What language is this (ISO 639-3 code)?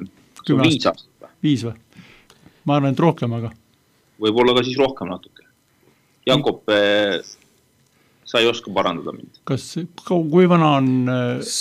est